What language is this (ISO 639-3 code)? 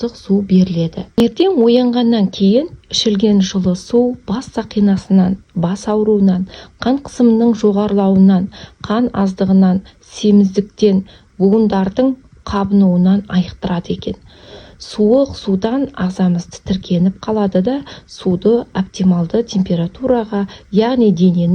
kaz